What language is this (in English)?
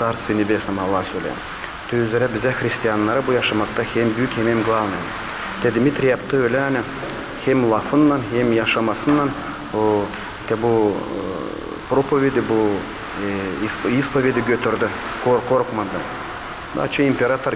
Gagauz